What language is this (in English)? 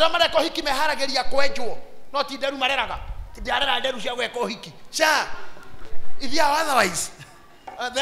Kikuyu